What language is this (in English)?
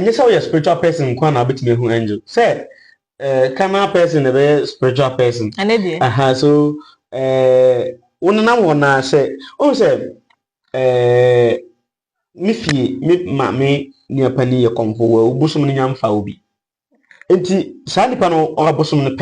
Akan